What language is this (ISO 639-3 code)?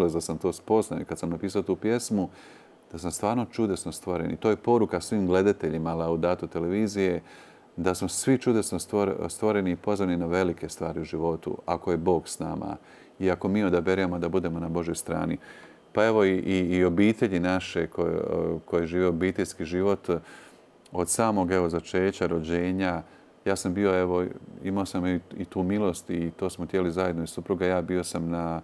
hrv